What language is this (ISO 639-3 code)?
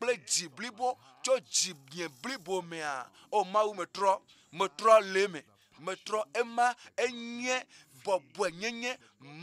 ewe